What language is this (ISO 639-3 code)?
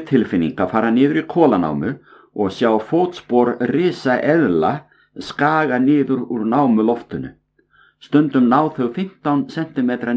isl